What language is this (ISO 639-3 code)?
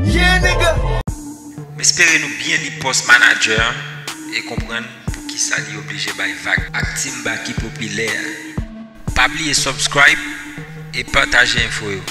hat